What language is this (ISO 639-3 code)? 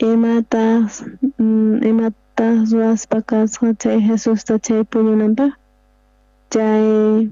quh